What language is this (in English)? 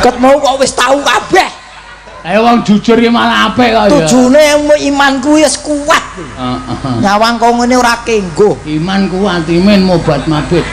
Javanese